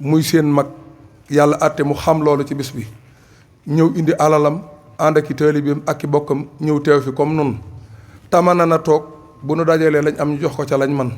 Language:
Wolof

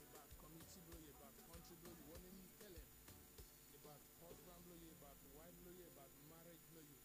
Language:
Bislama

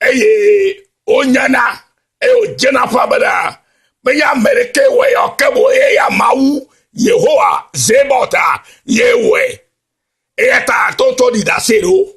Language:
Ewe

